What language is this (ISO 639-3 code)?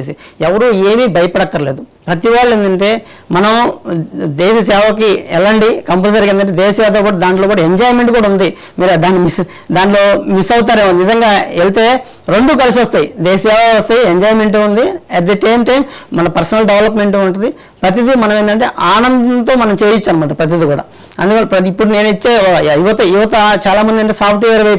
tel